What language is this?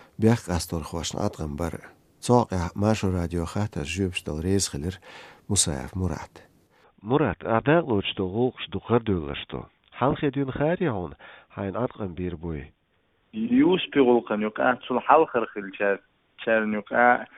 Chechen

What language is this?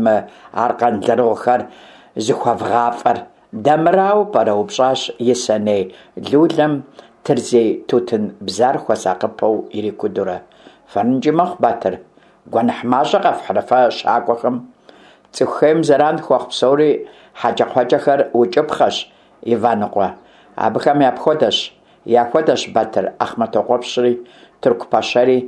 Kabardian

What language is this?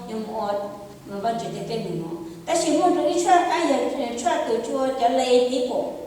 Hmong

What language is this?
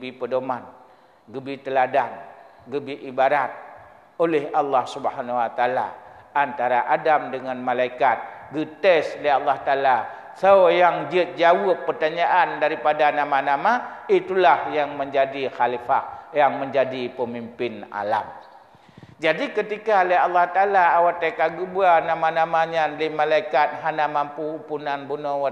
Achinese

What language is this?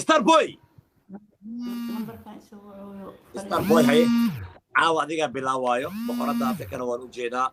Somali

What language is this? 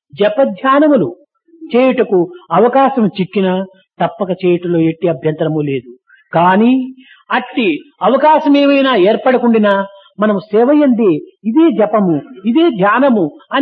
Telugu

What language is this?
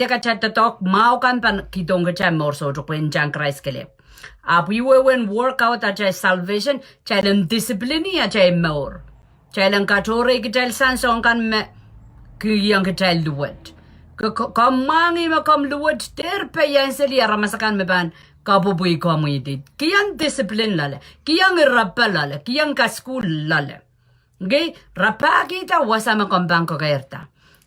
Pohnpeian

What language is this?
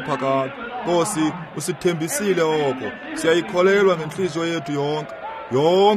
Xhosa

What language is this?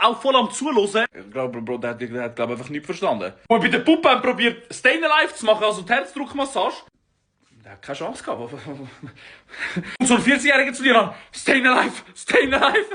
Swiss German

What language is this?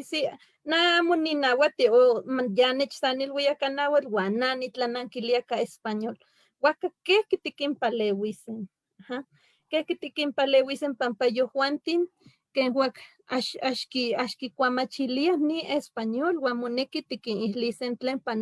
Eastern Huasteca Nahuatl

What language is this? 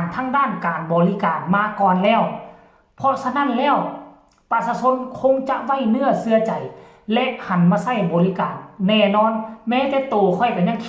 Lao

